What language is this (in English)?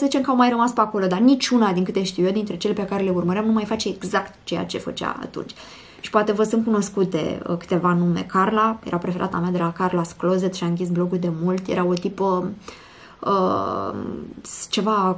Romanian